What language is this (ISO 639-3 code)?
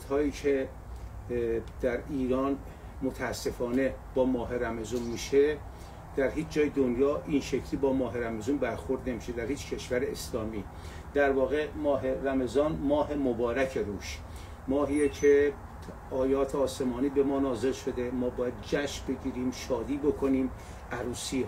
fas